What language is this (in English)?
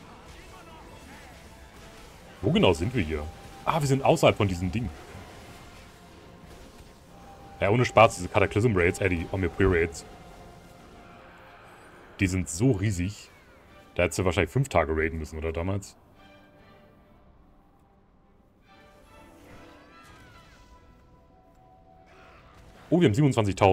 German